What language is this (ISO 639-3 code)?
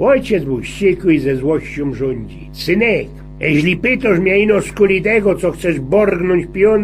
szl